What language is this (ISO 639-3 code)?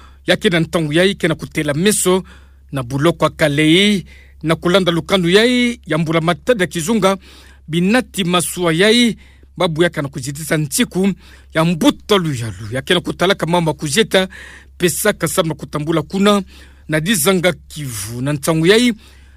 ktu